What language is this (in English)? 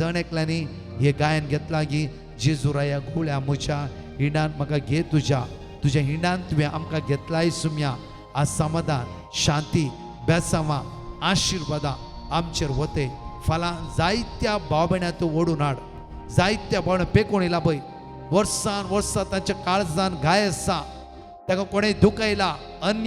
Konkani